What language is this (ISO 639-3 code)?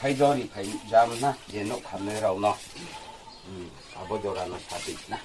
ria